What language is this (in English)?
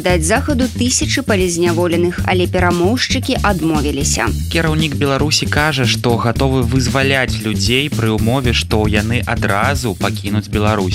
Belarusian